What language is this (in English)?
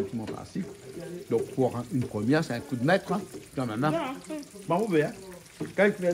Réunion Creole French